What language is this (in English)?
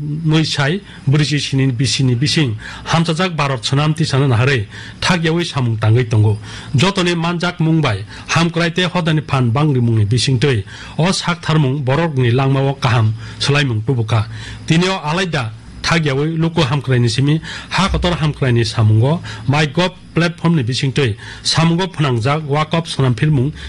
Kok Borok